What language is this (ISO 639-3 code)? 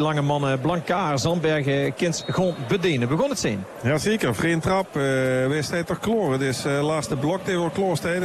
nld